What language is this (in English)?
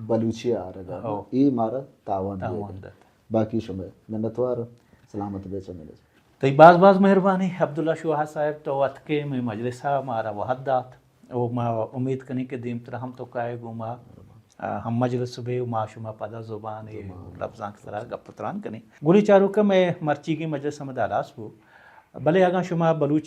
Baluchi